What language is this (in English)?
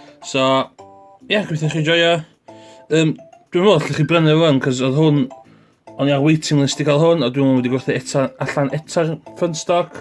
Welsh